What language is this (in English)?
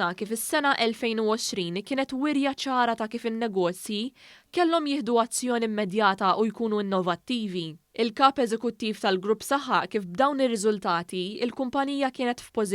Maltese